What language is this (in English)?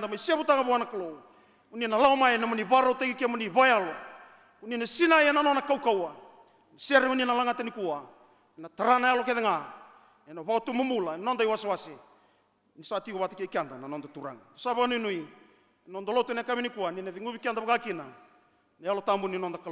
Fijian